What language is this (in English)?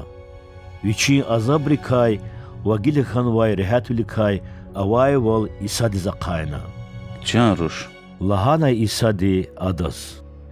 Lezghian